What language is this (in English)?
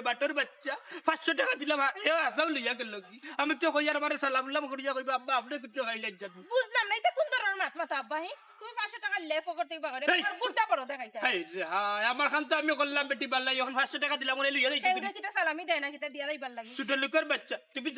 Sylheti